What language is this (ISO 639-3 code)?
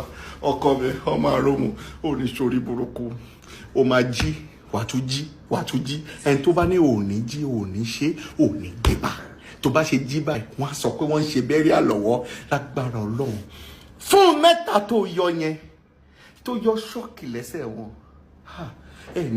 yor